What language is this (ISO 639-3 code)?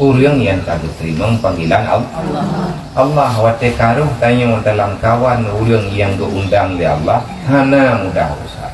ace